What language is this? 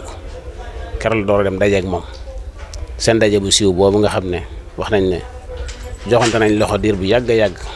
Wolof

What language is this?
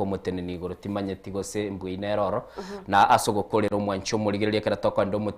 Gusii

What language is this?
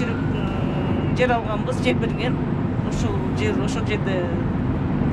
Kyrgyz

